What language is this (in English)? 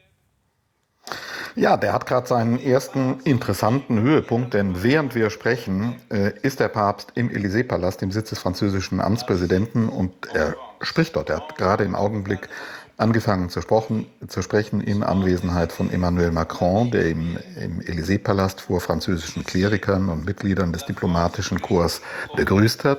German